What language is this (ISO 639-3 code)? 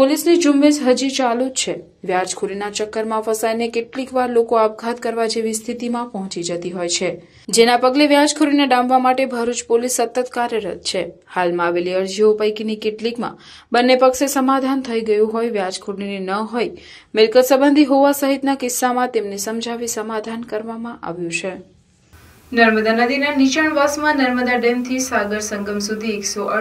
guj